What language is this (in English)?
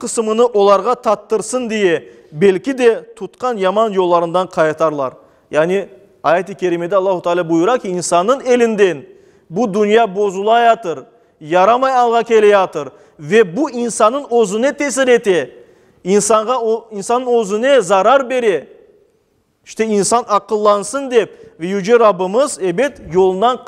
Crimean Tatar